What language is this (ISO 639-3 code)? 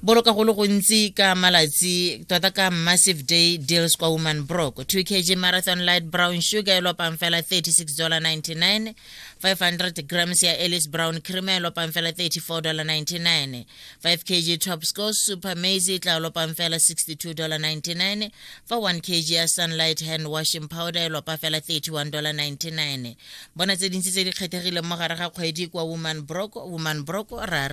tsn